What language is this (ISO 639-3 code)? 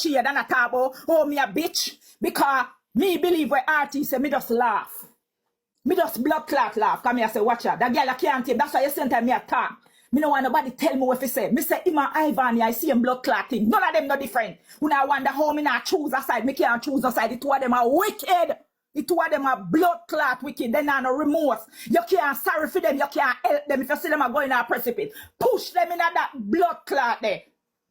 jam